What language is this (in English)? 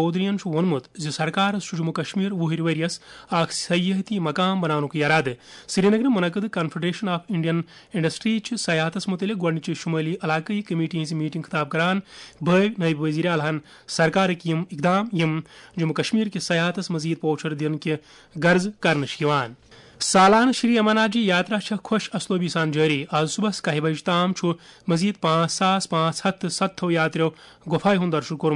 Kashmiri